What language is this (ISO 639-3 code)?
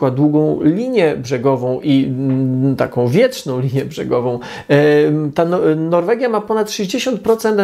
pol